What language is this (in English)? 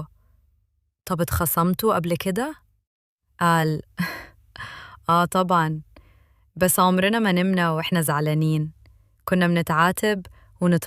Egyptian Arabic